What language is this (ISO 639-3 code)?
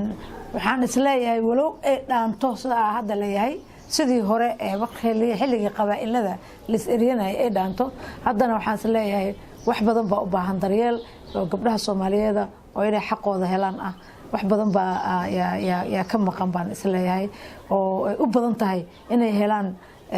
som